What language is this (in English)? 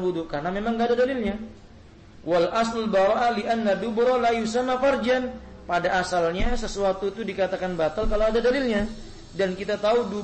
Indonesian